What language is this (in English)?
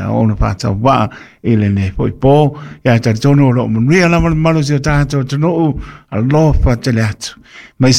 Samoan